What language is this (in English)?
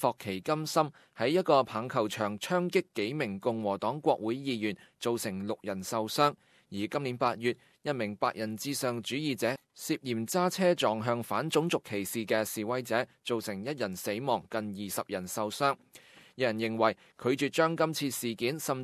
Cantonese